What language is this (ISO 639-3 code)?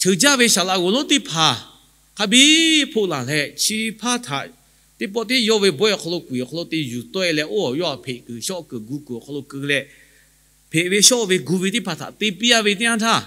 lhu